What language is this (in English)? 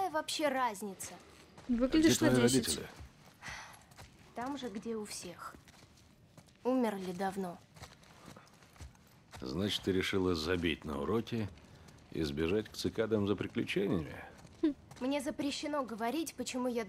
Russian